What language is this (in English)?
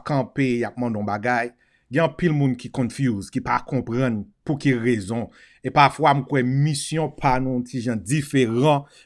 Haitian Creole